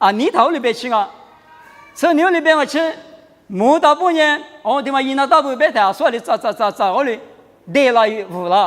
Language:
Lisu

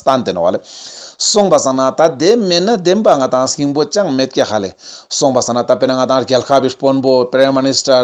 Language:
Ladakhi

